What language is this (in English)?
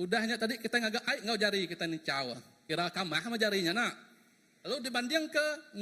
Iban